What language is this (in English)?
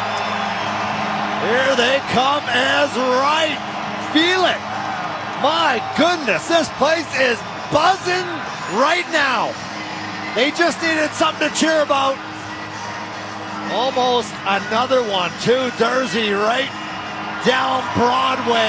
English